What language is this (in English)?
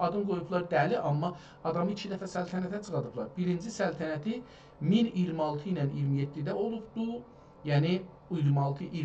South Azerbaijani